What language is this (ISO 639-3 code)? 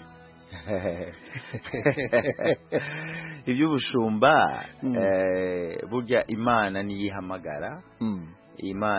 kin